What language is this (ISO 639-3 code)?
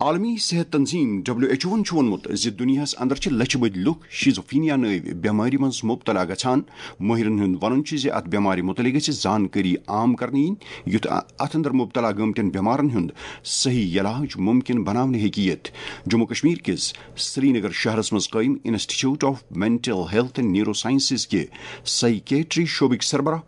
kas